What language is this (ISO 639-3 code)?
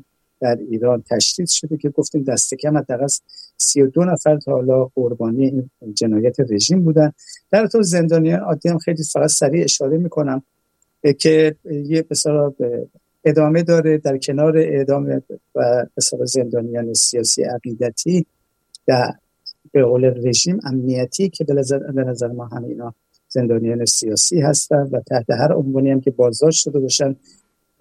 fas